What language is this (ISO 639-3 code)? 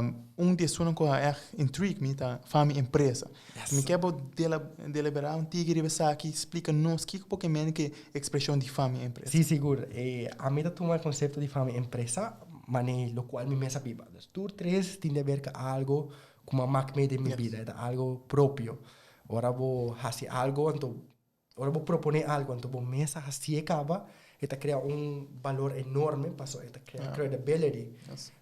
pap